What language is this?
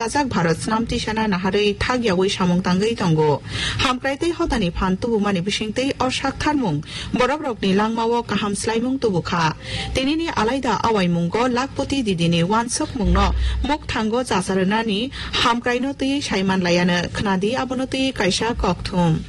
Kok Borok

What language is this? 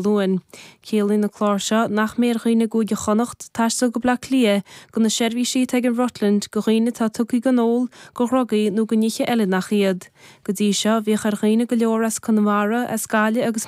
Irish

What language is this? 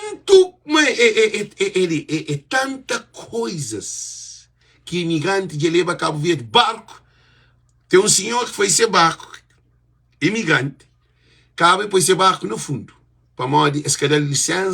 Kabuverdianu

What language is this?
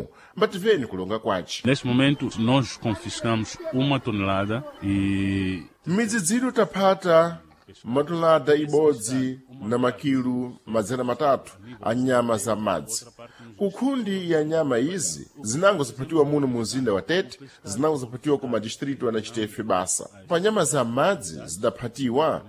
Sena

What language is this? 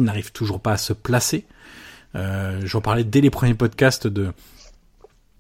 French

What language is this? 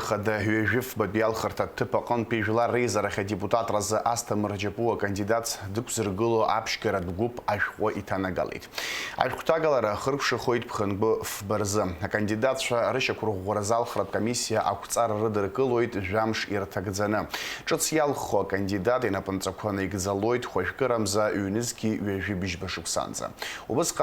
Abkhazian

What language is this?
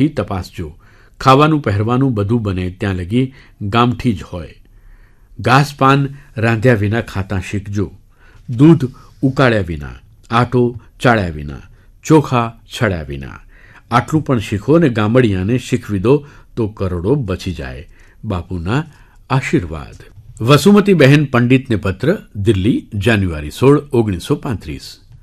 Gujarati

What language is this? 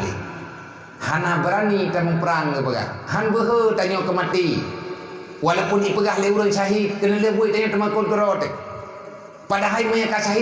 Achinese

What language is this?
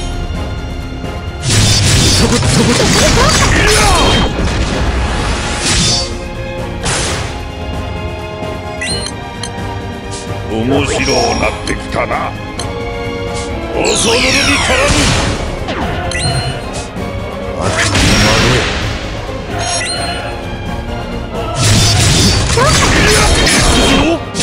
Japanese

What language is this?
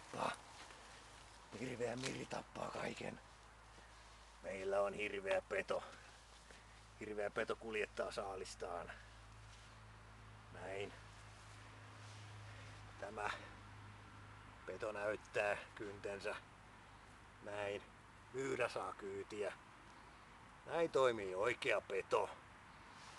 Finnish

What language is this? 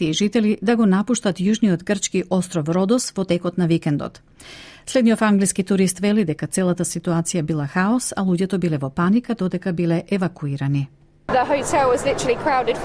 Macedonian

